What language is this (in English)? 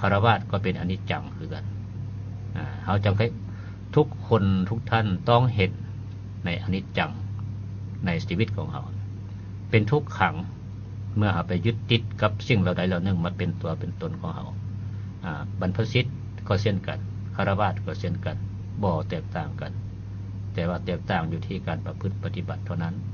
Lao